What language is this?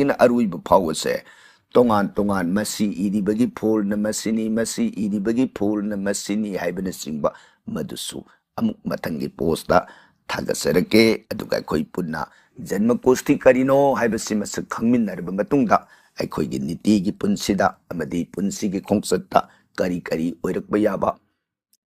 Manipuri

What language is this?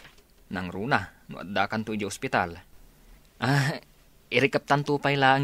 Iloko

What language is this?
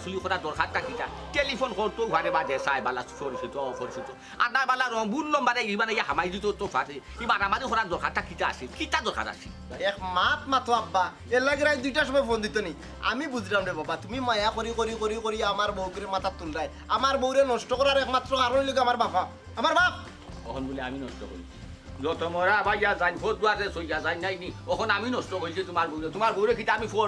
Sylheti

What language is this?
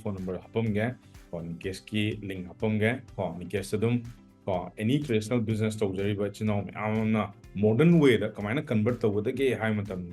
Manipuri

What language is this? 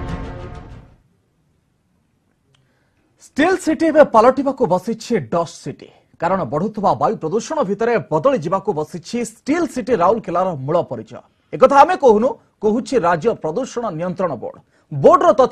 Odia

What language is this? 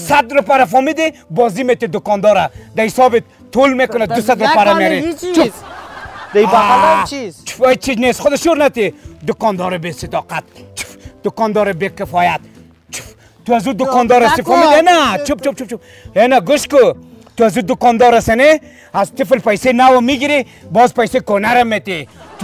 Persian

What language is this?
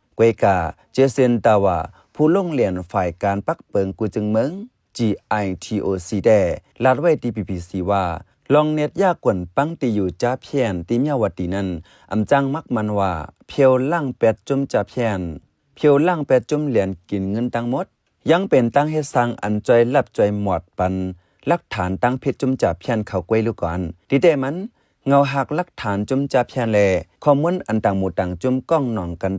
Shan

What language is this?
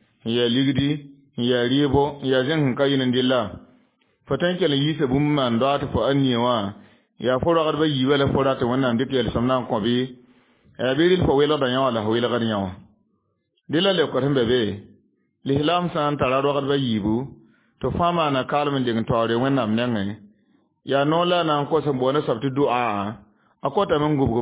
Mossi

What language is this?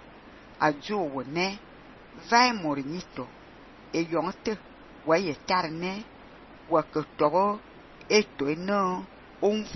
Fang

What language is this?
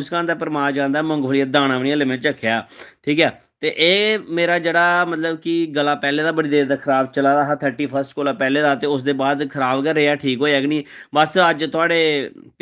Dogri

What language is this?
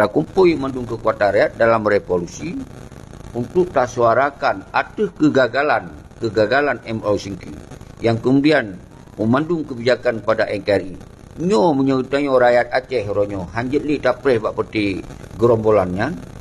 Achinese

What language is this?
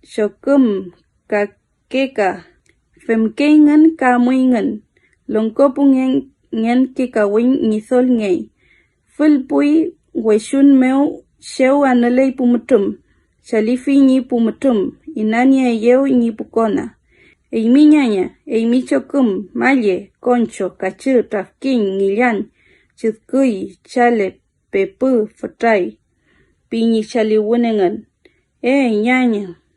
Mapuche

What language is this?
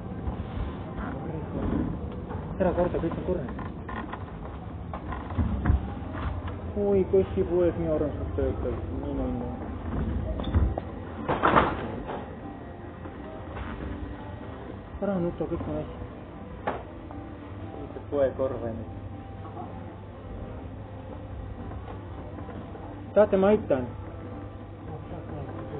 Estonian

